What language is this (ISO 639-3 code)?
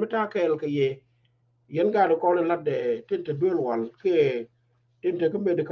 nus